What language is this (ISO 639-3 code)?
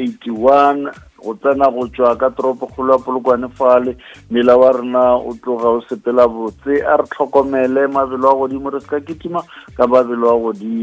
nso